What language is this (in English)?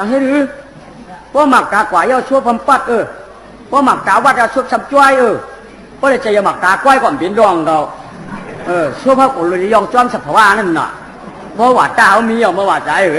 Shan